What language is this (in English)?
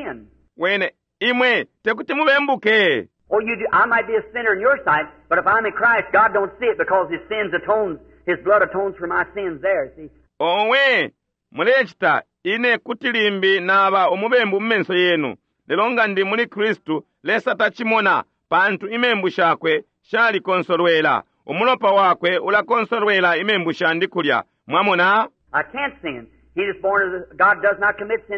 Bemba